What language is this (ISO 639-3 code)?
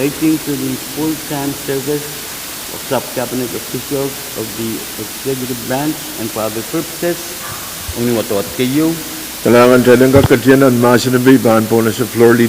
pon